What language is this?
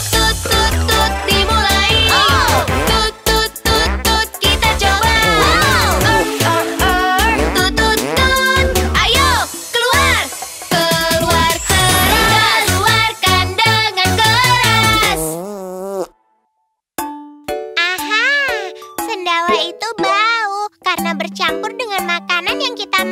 Indonesian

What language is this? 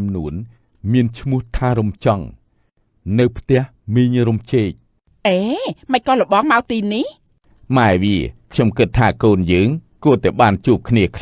Khmer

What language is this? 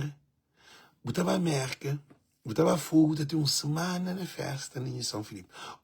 Kabuverdianu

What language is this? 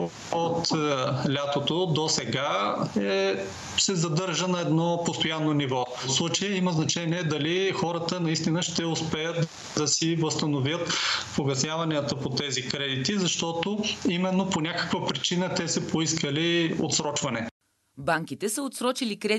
Bulgarian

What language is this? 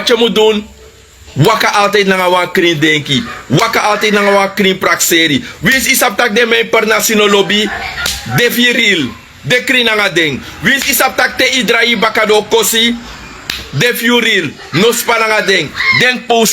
Sranan Tongo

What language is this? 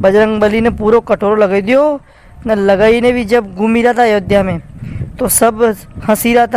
Rajasthani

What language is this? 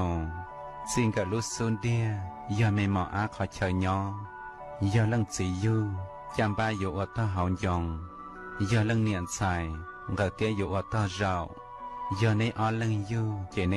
Hmong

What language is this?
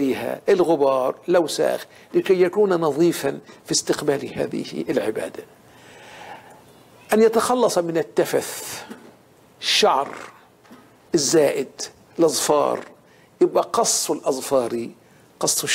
Arabic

